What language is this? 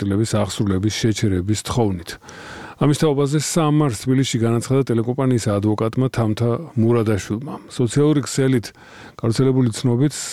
Georgian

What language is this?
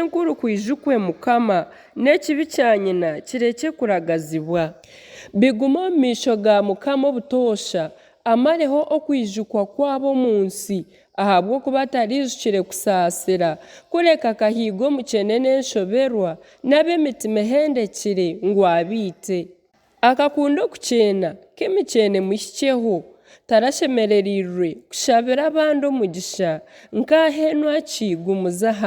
Nyankole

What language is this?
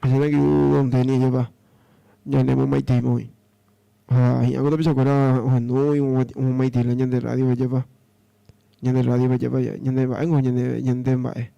Guarani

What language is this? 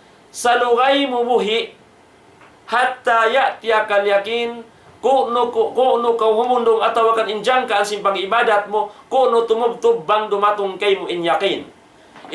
Tausug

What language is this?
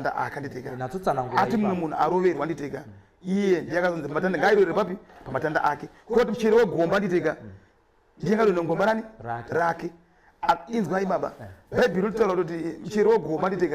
Shona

